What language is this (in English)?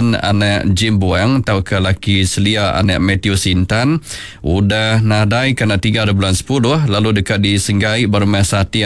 Iban